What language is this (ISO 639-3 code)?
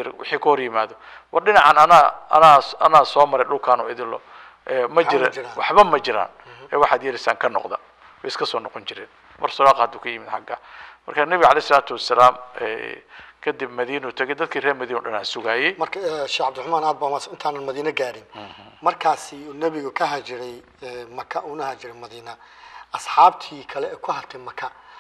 som